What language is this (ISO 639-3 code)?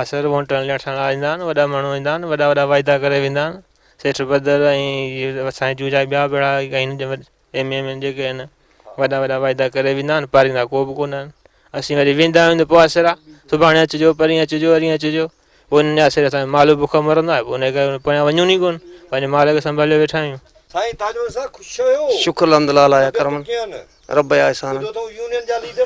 snd